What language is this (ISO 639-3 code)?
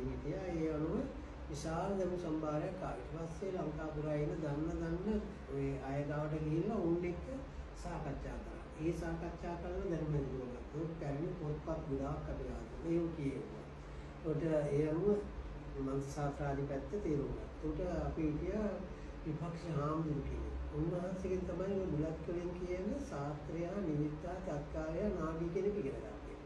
sin